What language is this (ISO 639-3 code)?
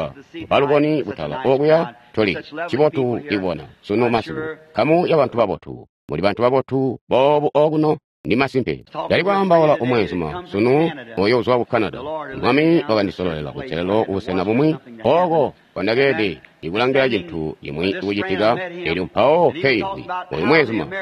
toi